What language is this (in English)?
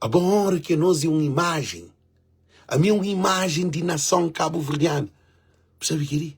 Kabuverdianu